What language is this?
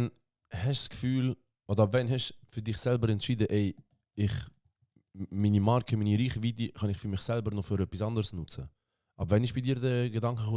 Swiss German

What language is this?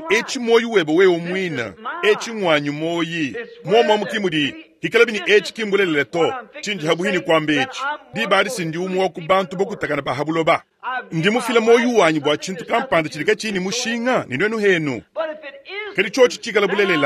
Luba-Lulua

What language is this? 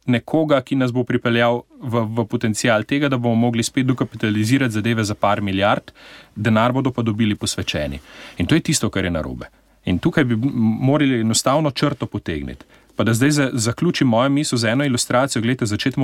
Slovenian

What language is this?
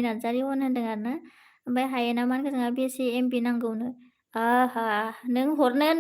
Bodo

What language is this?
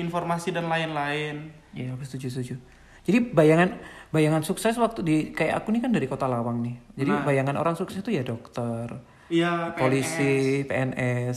Indonesian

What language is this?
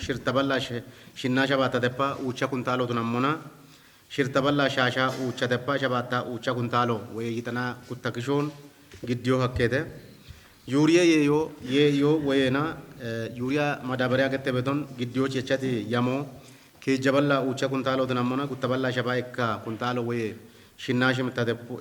Kafa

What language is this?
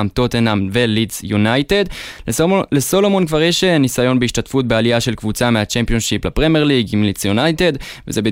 Hebrew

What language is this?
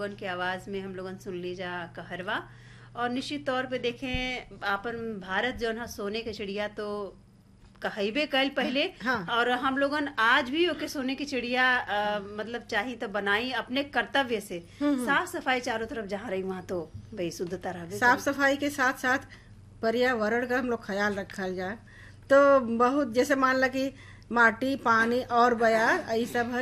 Bhojpuri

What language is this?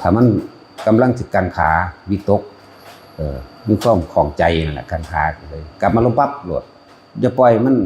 Northeastern Thai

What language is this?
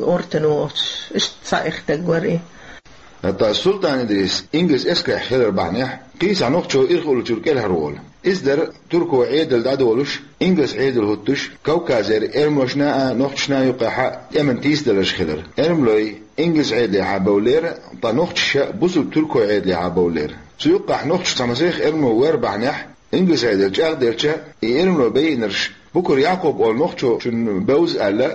Chechen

